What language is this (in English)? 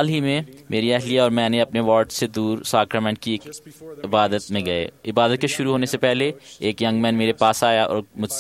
Urdu